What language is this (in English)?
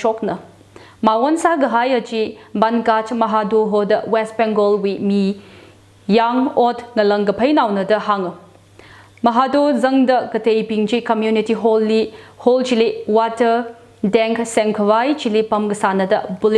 Tangkhul Naga (India)